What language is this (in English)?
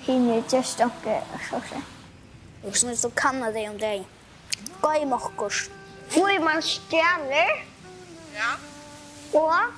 Faroese